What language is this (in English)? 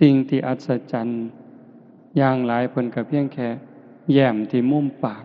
Northeastern Thai